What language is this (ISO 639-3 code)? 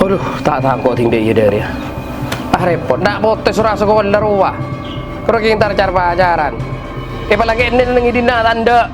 mad